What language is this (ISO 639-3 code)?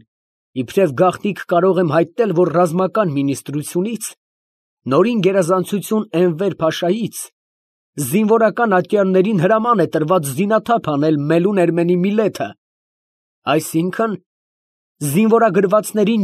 hye